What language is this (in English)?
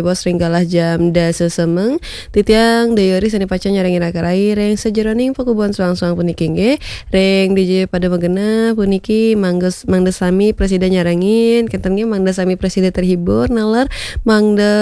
Balinese